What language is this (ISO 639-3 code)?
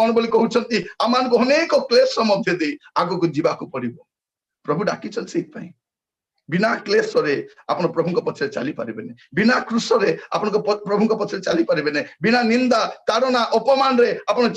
ori